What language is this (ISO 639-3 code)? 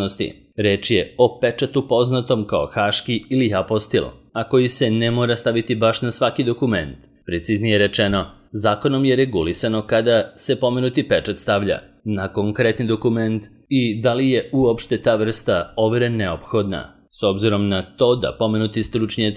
srp